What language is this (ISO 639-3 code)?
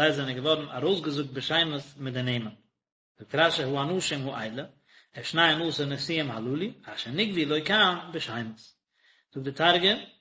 yid